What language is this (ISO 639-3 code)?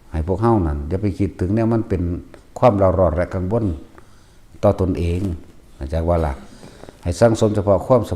tts